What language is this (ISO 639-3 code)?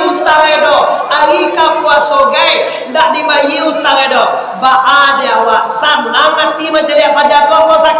min